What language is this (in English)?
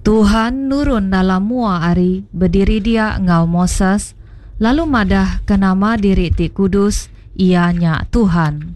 Iban